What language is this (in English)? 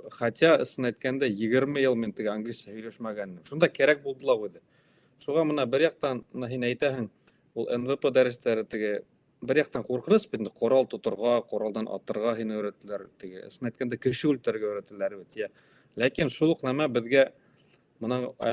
Bashkir